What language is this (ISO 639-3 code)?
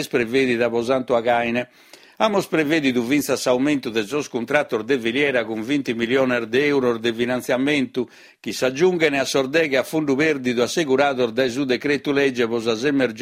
srd